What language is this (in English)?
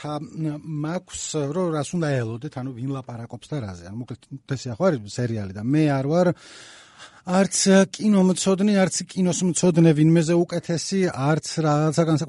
Georgian